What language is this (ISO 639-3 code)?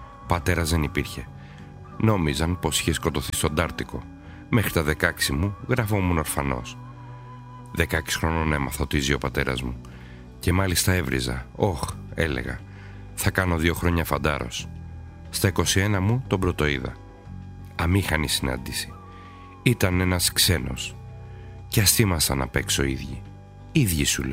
ell